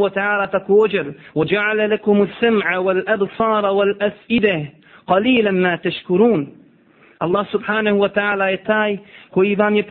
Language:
Bosnian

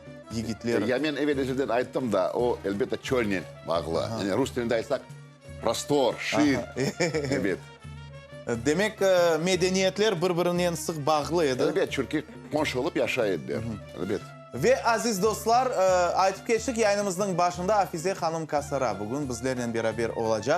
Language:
Crimean Tatar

